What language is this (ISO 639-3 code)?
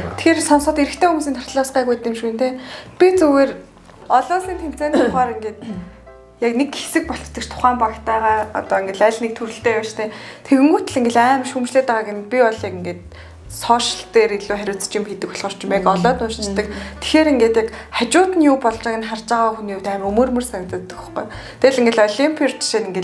mon